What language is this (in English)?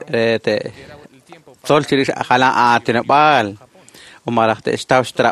Kekchí